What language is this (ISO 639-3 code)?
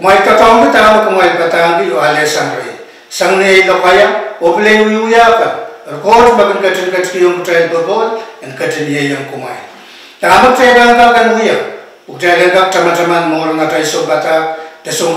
pon